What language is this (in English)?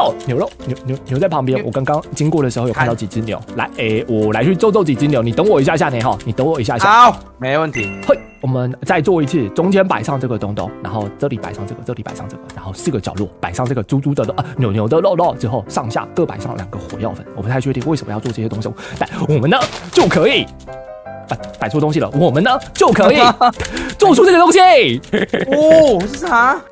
Chinese